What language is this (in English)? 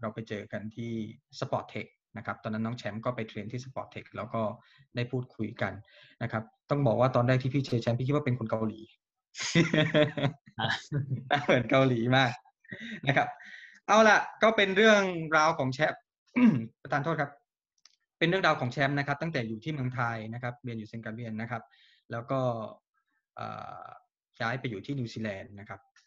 Thai